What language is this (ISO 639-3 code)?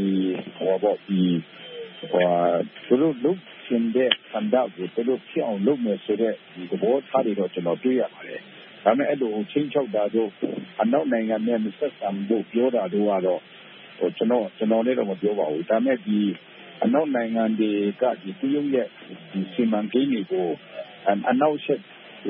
mya